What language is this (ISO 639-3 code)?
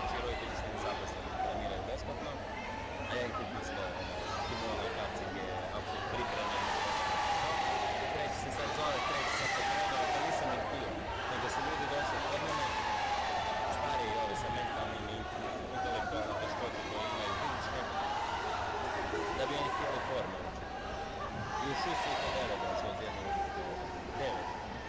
hrv